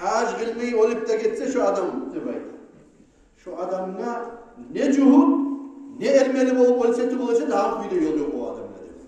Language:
Kumyk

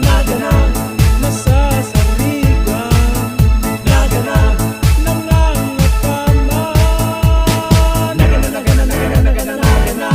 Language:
Bikol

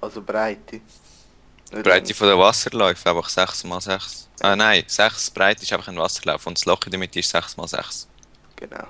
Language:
Swiss German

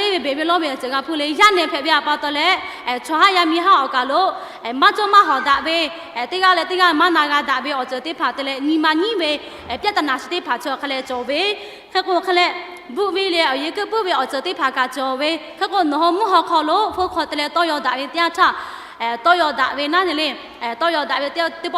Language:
Lahu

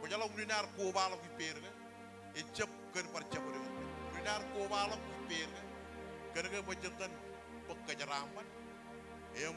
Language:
Marshallese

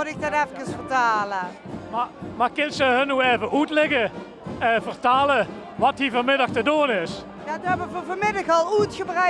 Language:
Limburgish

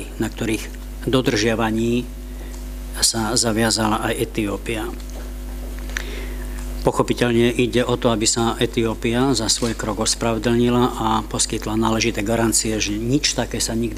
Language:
Slovak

